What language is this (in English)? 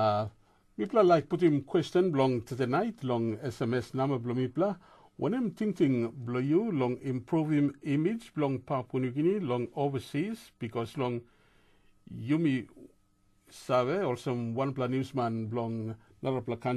Tok Pisin